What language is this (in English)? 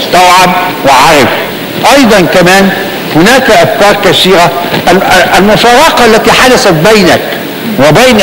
Arabic